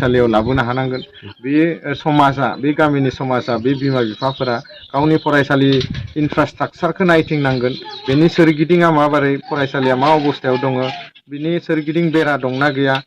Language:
Bodo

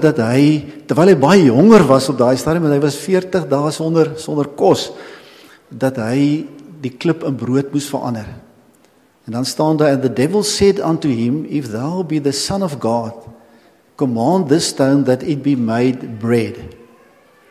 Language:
Afrikaans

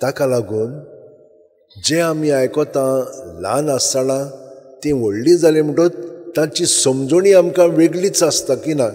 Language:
Konkani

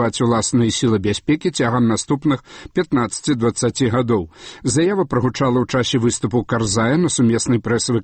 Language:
Belarusian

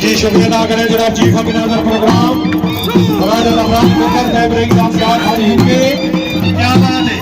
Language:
Pahari-Potwari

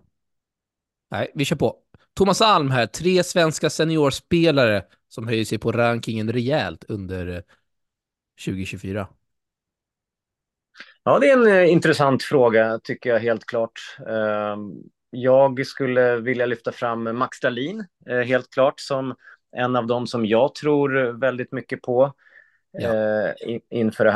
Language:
Swedish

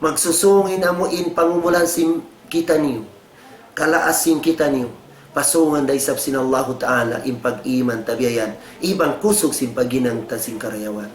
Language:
Tausug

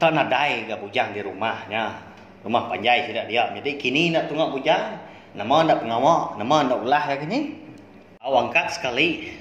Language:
Iban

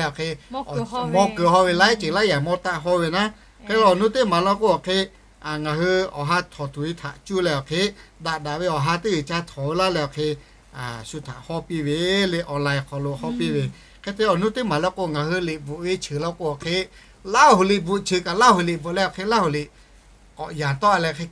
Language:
Lahu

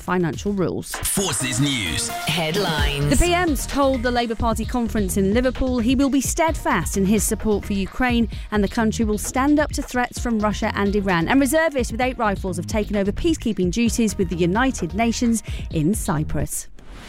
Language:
English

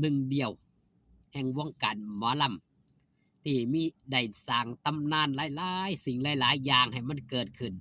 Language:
Northeastern Thai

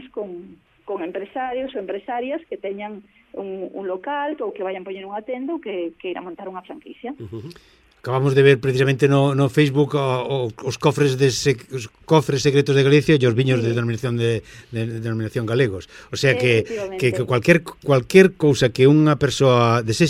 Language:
Galician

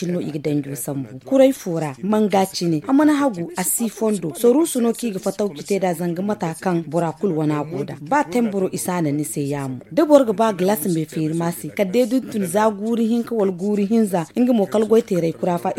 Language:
Zarma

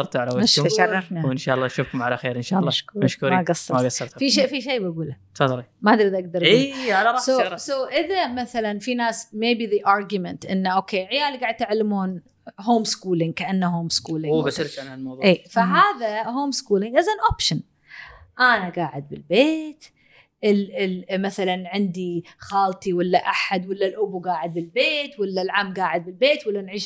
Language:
Gulf Arabic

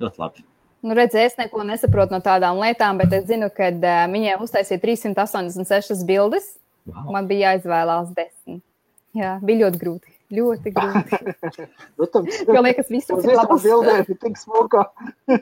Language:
Latvian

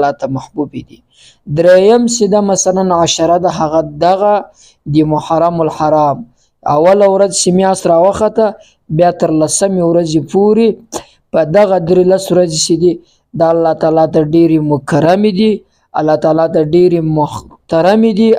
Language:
Pashto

